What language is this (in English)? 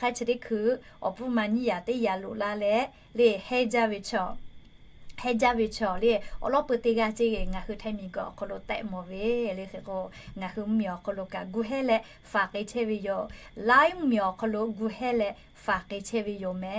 Lahu